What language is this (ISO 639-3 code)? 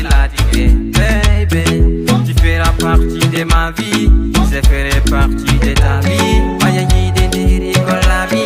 ful